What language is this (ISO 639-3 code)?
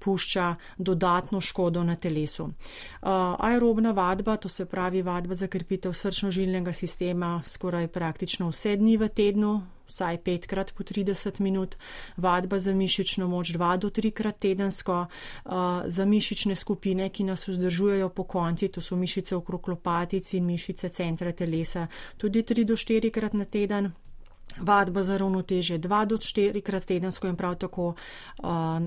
slv